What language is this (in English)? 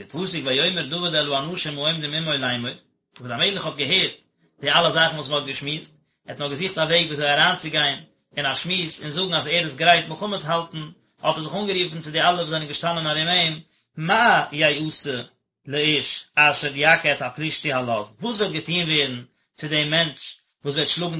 Yiddish